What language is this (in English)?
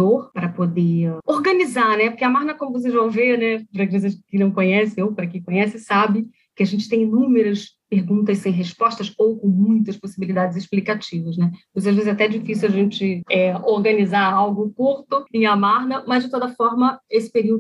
Portuguese